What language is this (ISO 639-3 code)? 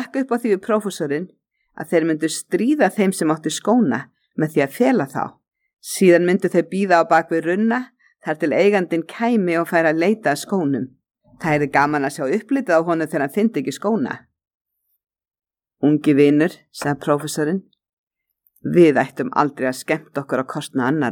isl